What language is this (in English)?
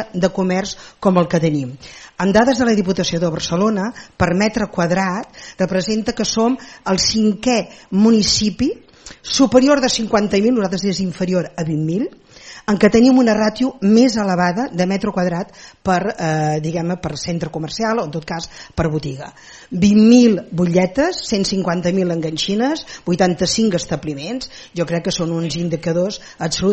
Catalan